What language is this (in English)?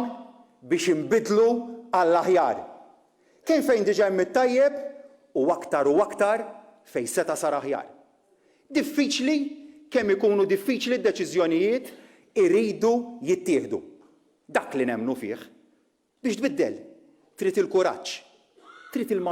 Maltese